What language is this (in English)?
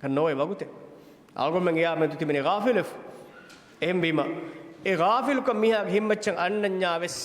Divehi